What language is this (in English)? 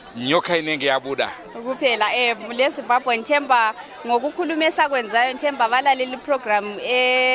Shona